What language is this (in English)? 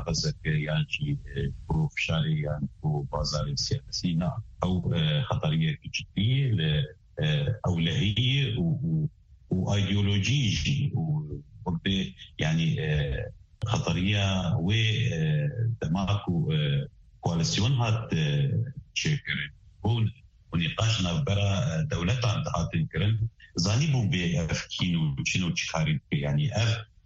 Kurdish